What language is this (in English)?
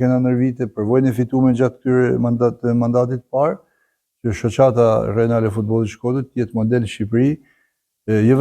Albanian